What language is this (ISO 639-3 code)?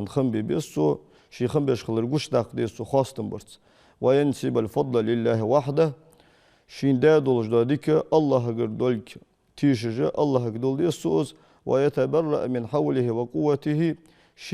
inh